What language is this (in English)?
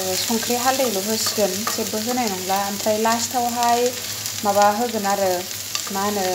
Bodo